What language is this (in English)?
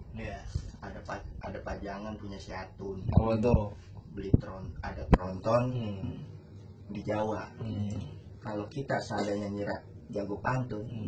Betawi